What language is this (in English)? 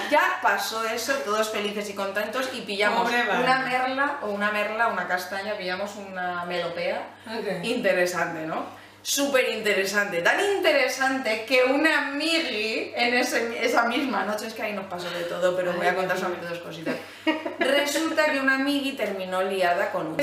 Spanish